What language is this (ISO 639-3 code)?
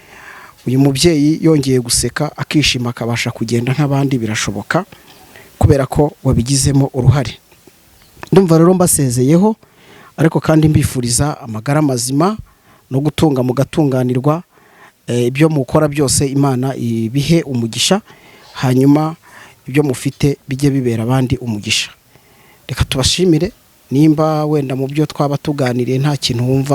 kin